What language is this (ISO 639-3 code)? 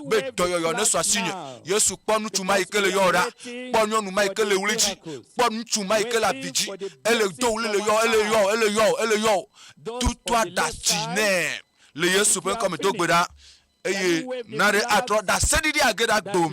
ewe